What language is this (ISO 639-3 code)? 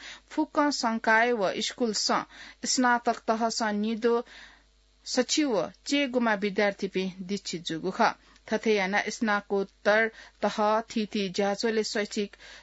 new